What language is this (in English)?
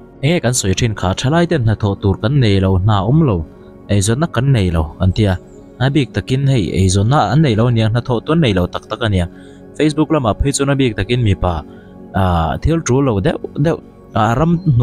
Mizo